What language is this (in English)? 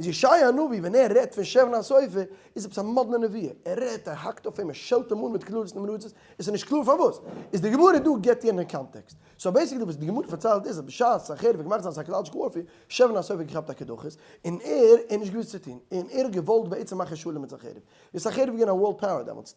Yiddish